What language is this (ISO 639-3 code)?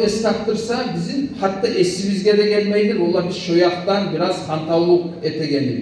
kum